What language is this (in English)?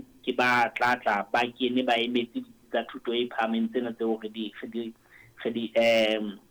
Southern Sotho